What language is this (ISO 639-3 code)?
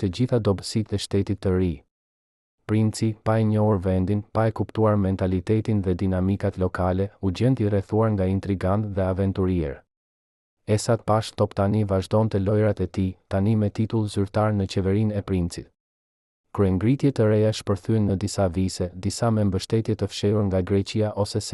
sqi